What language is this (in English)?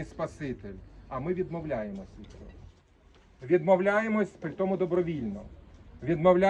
Ukrainian